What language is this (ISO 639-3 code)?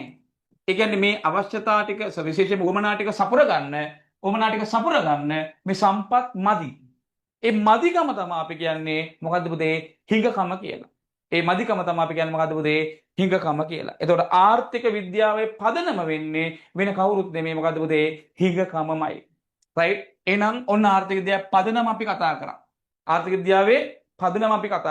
sin